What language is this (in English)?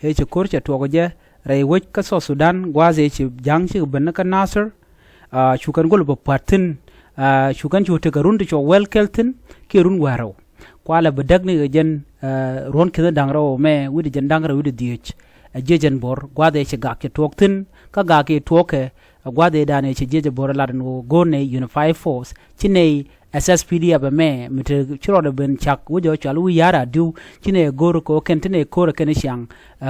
Nuer